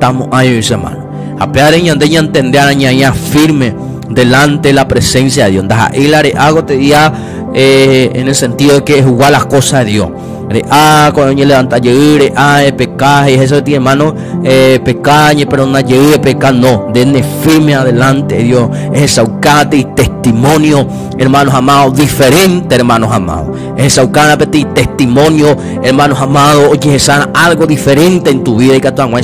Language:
Guarani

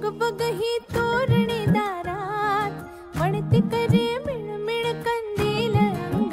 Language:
Marathi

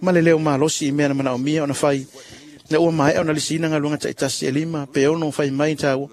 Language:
Samoan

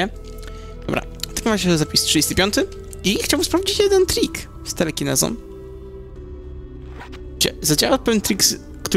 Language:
Polish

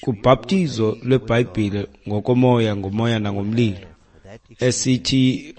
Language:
Xhosa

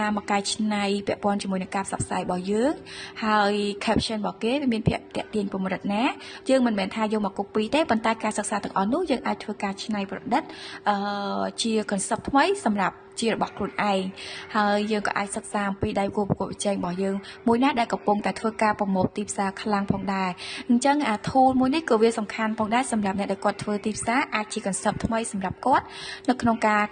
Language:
Khmer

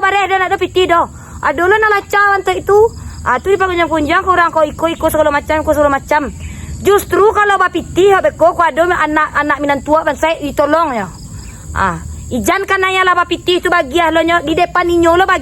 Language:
Minangkabau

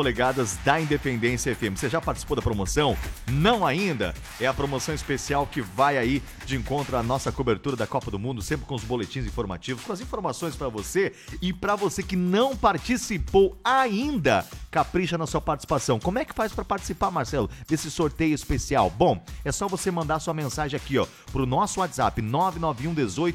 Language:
Portuguese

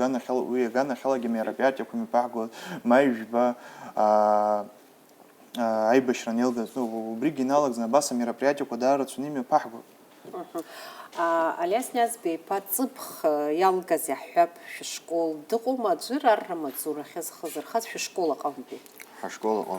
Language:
Abkhazian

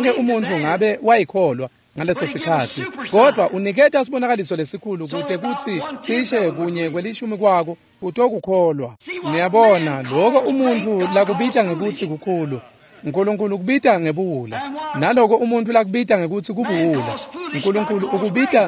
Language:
Swati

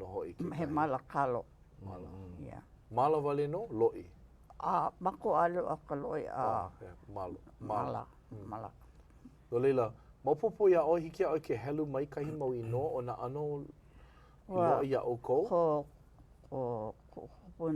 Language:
Hawaiian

